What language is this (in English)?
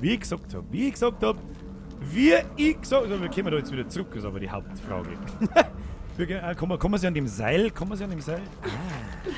Bavarian